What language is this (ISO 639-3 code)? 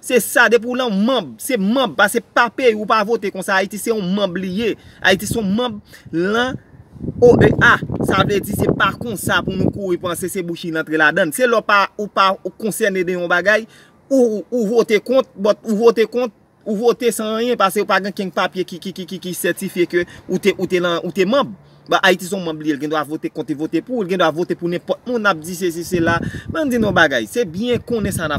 hat